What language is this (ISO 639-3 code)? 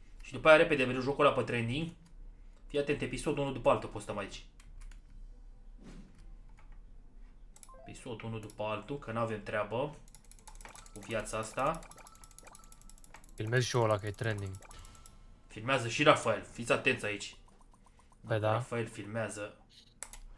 ron